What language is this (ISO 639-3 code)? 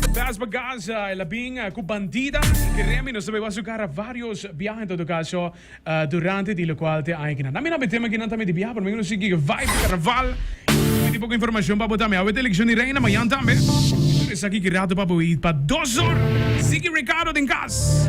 pap